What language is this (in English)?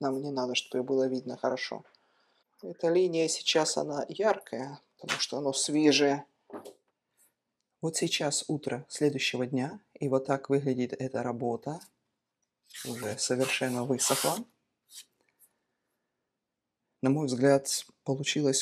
Russian